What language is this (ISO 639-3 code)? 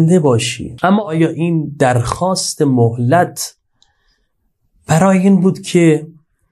fas